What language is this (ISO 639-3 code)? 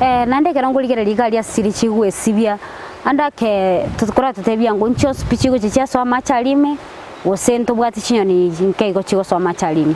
guz